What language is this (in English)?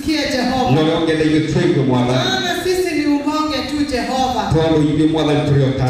Swahili